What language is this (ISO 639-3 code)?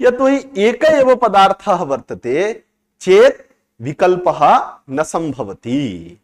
san